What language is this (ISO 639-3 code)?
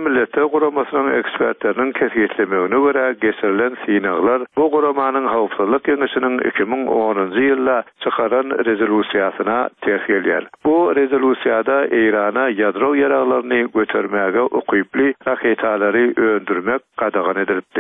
tuk